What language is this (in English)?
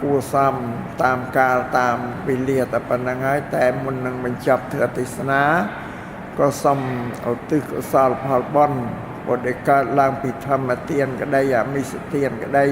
Khmer